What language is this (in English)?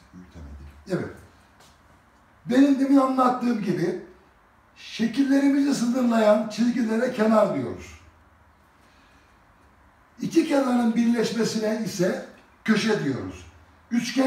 Turkish